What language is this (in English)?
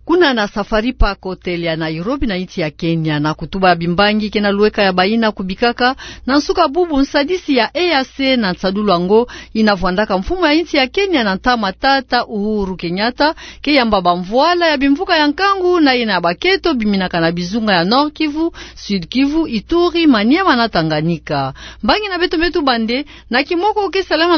Kituba (Democratic Republic of Congo)